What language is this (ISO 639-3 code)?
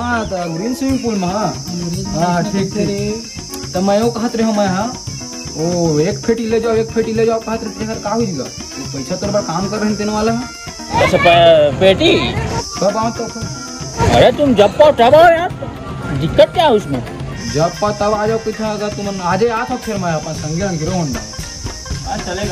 hne